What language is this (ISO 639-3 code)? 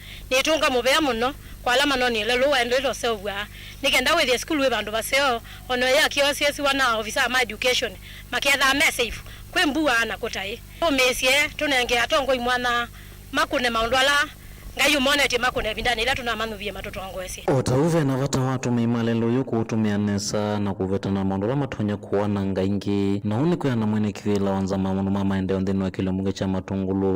kam